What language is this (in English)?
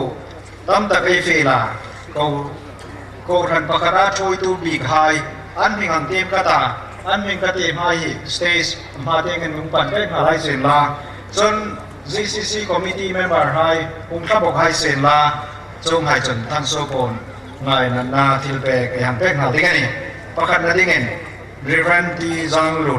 Hmar